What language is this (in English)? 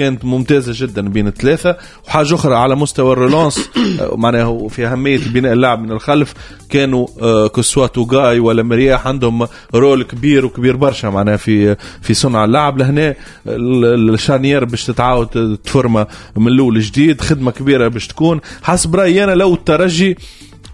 Tunisian Arabic